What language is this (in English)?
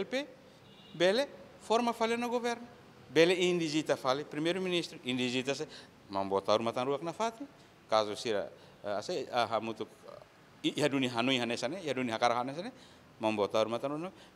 Tetum